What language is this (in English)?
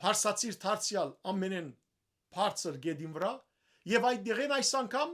Western Armenian